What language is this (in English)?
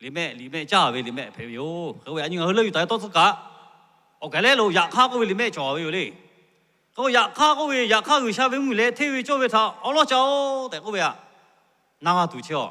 Lahu